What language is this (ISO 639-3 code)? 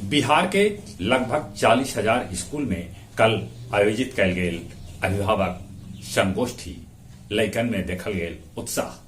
mag